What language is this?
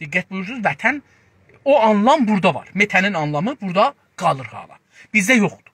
South Azerbaijani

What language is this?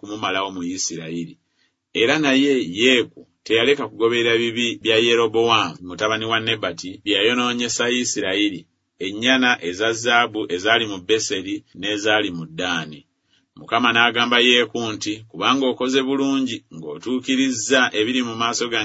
Ganda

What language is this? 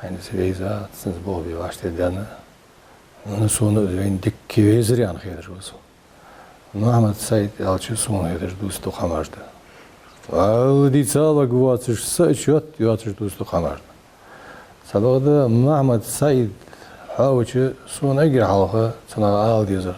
Ingush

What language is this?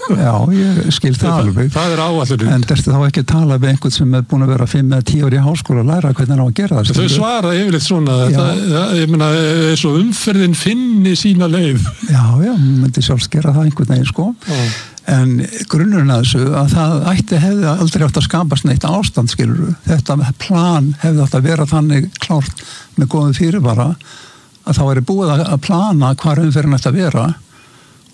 Icelandic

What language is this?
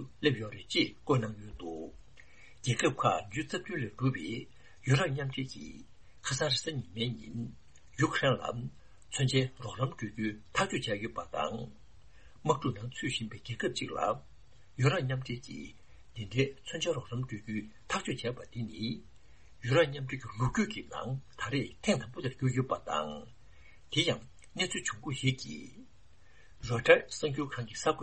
Tibetan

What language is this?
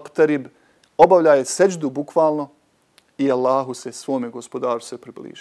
Bosnian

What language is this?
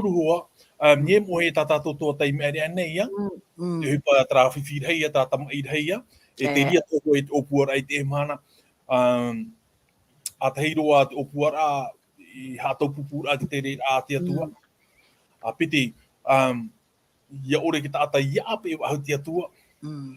Tahitian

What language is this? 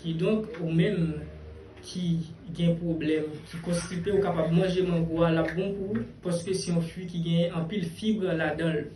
Haitian Creole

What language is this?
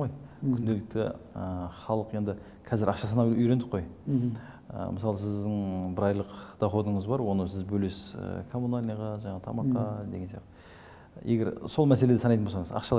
Kazakh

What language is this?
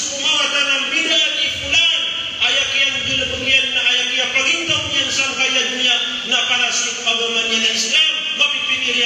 Maranao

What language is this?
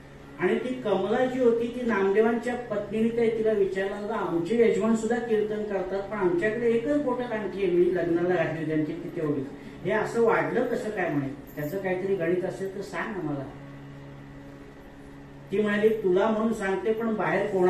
Marathi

